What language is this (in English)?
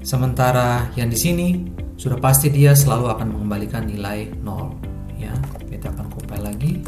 Ambonese Malay